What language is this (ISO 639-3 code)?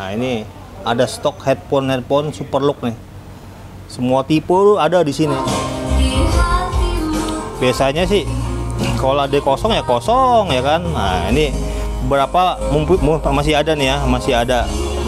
ind